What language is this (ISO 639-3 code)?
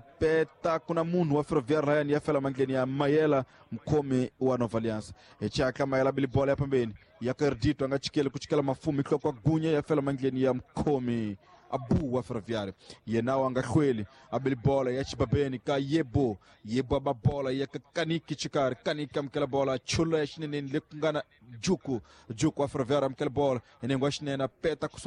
tso